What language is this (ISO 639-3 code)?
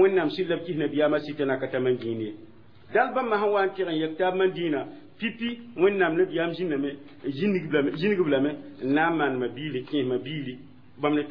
mos